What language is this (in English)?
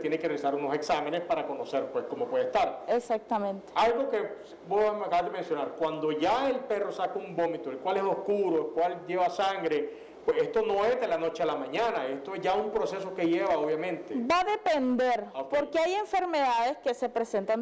Spanish